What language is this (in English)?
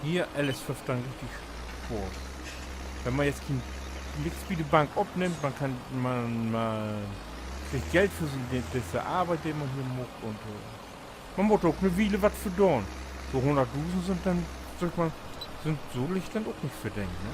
Low German